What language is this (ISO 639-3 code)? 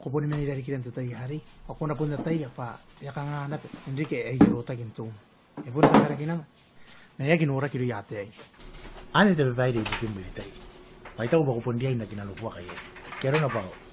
gil